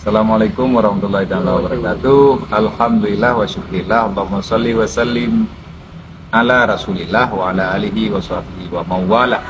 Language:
Achinese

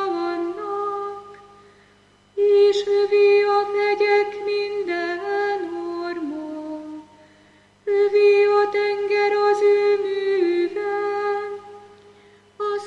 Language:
Hungarian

